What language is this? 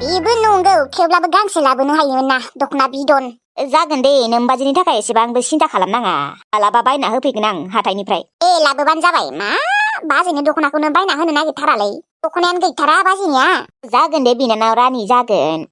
Bodo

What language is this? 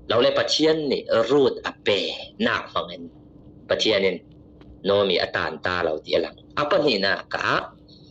Falam Chin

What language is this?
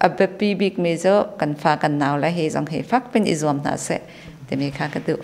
Hakha Chin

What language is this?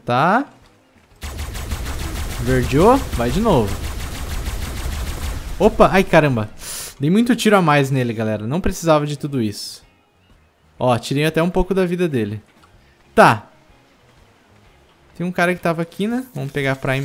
Portuguese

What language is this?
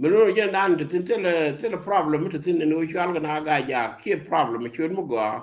Nuer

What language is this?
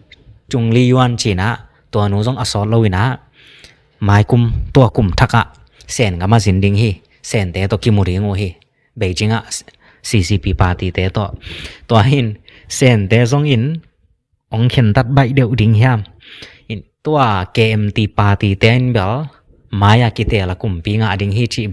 Tedim Chin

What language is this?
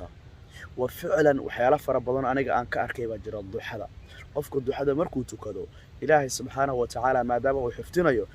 Somali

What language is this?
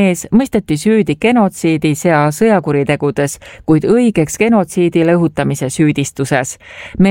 Estonian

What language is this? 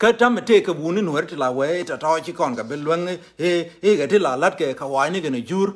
Nuer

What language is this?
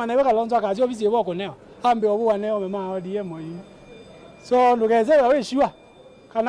Kamba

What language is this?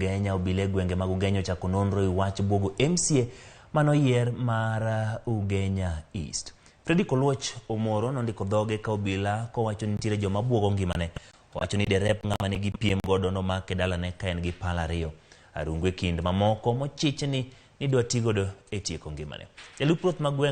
Luo (Kenya and Tanzania)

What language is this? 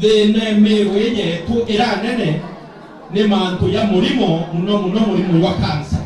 Meru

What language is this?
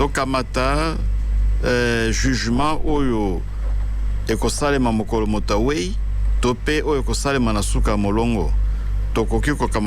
Lingala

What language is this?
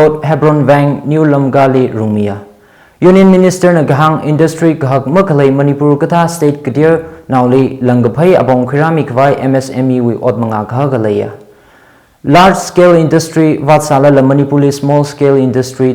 Tangkhul Naga (India)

